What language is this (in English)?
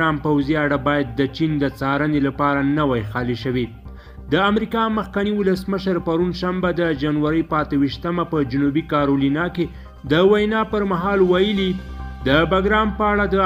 Pashto